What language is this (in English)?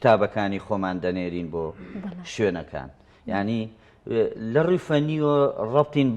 Central Kurdish